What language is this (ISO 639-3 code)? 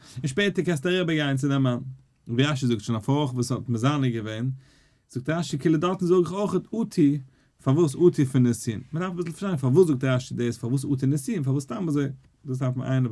yid